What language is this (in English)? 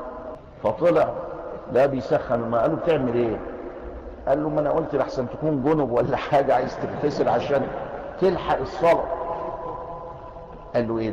Egyptian Arabic